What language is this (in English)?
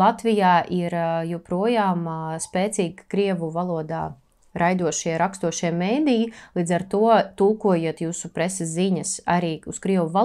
Latvian